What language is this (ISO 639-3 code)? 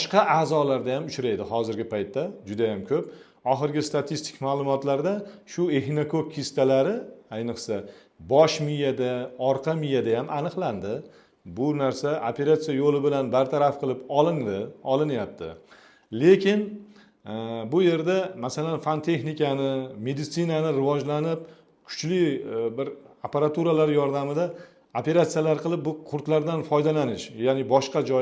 uzb